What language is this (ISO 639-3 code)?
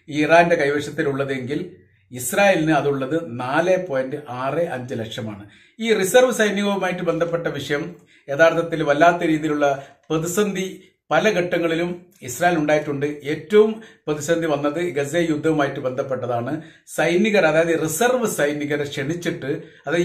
mal